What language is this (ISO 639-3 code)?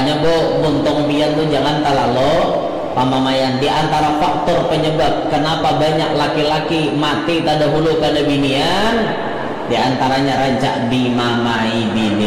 bjn